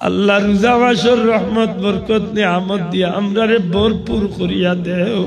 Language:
Sylheti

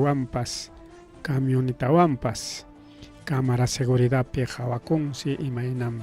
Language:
Ayacucho Quechua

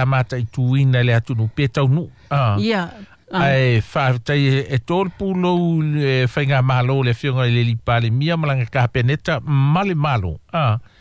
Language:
Samoan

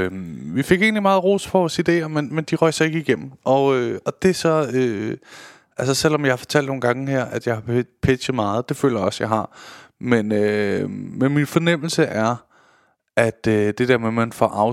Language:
Danish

